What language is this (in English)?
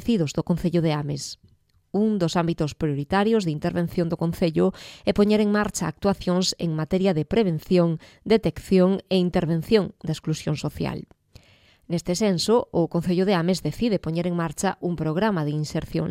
Galician